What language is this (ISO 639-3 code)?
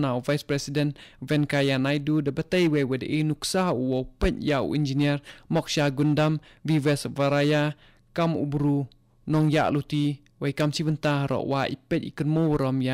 kha